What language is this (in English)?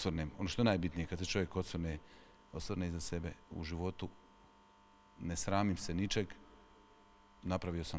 Croatian